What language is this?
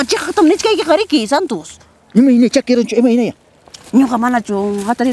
Ayacucho Quechua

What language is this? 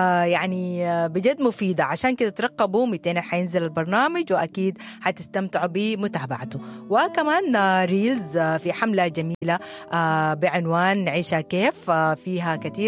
Sudanese Arabic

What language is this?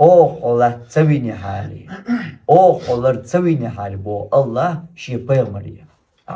Chechen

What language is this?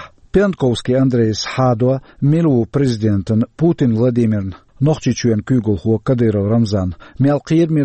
Chechen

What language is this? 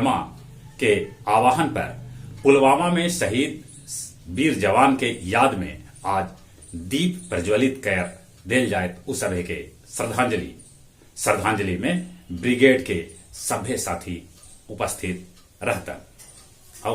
Magahi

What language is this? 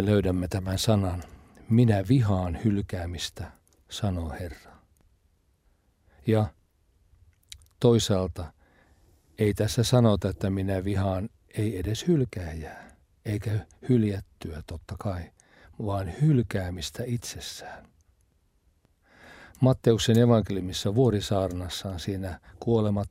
Finnish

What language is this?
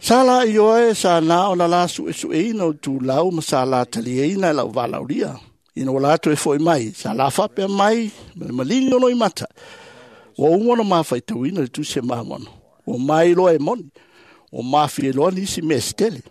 Samoan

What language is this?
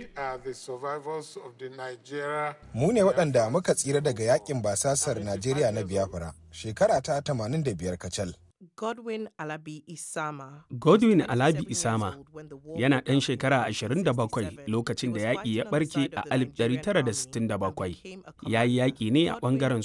Hausa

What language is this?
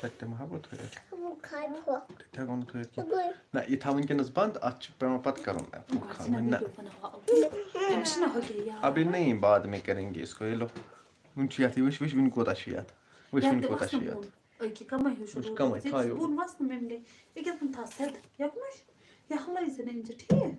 Kashmiri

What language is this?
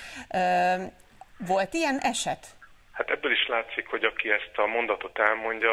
Hungarian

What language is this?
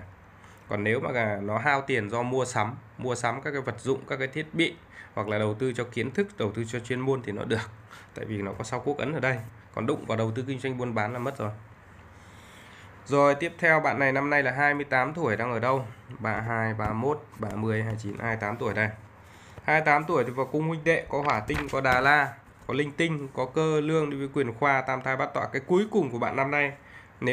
Vietnamese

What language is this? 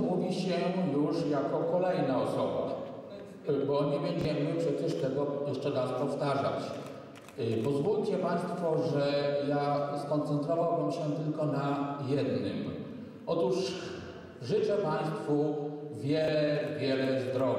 Polish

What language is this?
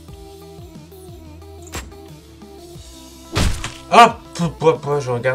French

